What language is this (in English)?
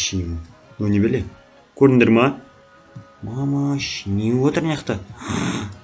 Kazakh